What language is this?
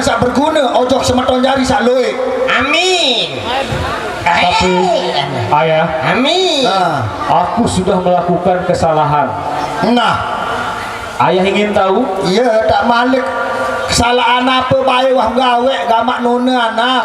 Sasak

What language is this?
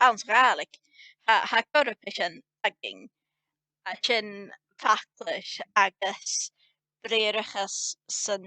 Scottish Gaelic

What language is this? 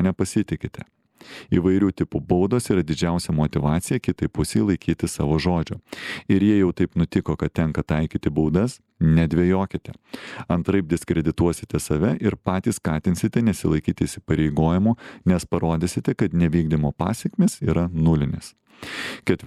Lithuanian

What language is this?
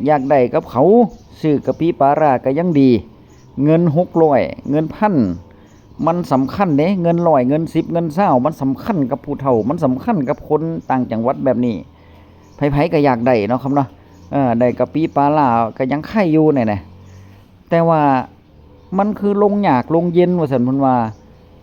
Northeastern Thai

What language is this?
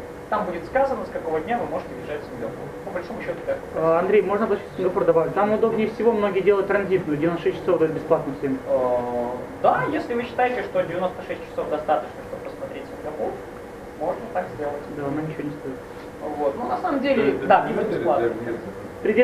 Russian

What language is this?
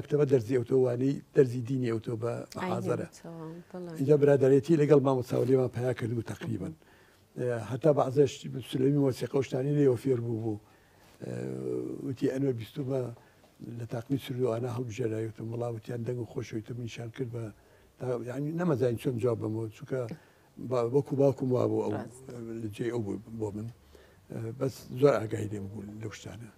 Central Kurdish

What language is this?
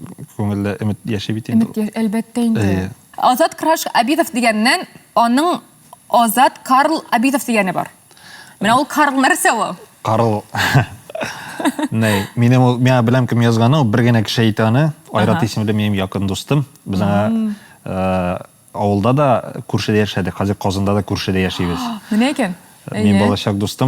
Tatar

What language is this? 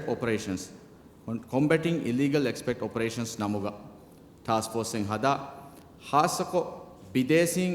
Divehi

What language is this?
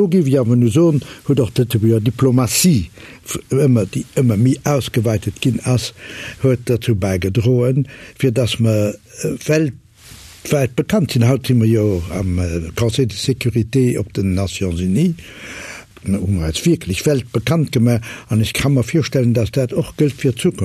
Luxembourgish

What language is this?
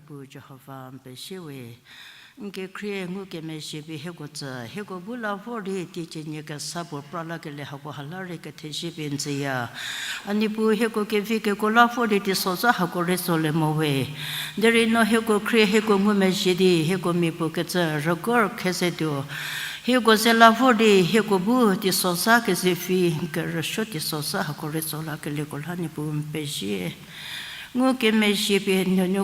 Angami Naga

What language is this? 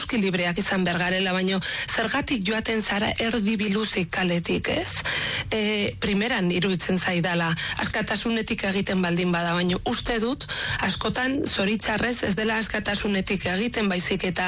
Basque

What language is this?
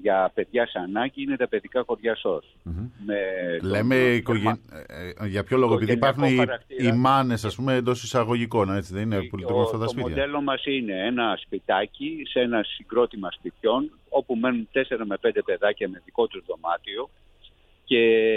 Greek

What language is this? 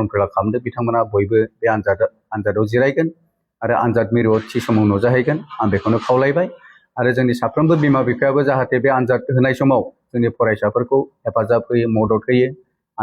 Bodo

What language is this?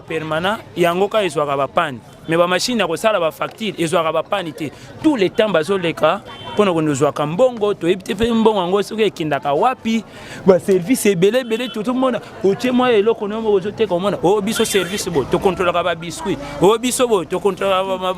Lingala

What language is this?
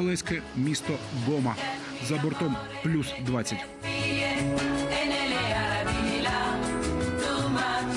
Ukrainian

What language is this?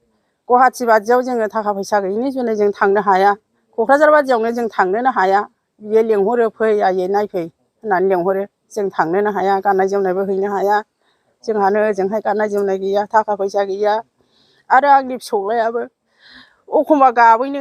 Bodo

